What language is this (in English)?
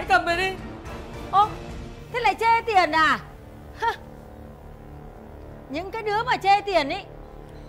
Vietnamese